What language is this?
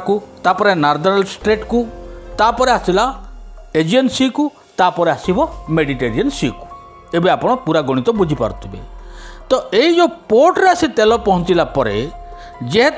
Odia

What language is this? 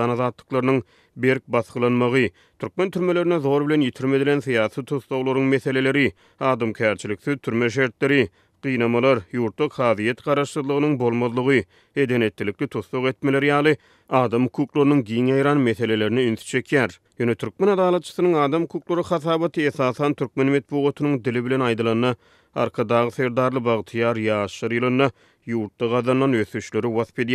Turkmen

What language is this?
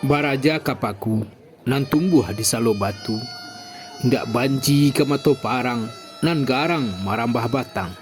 Minangkabau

